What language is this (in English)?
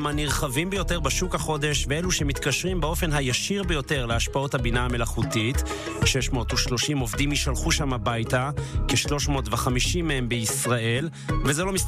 Hebrew